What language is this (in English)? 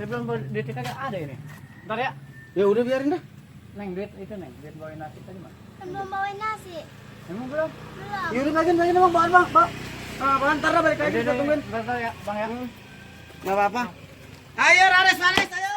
Betawi